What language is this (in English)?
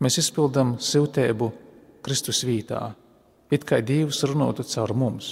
Latvian